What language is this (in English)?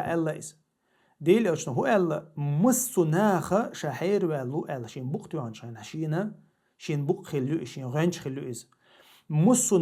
Chechen